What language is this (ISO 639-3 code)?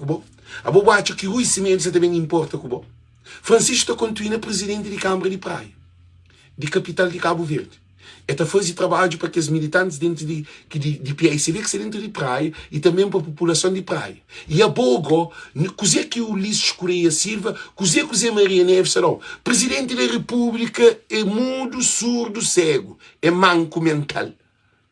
kea